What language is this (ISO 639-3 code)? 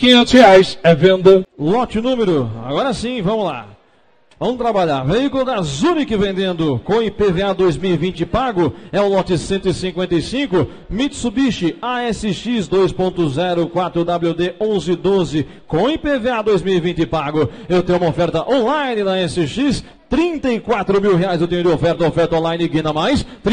por